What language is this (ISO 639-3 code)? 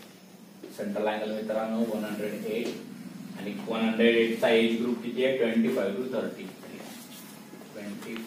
mar